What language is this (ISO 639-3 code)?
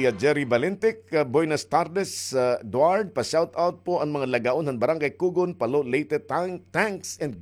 war